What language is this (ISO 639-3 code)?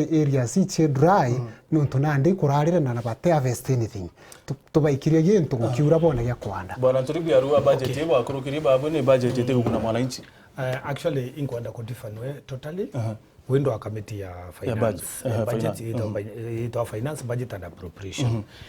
mer